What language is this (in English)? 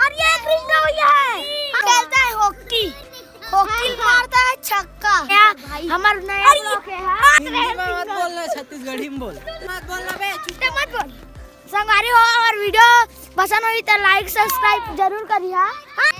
Chhattisgarhi